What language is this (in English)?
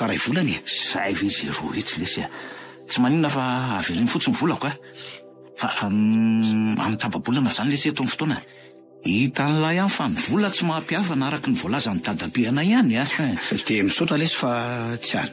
Malagasy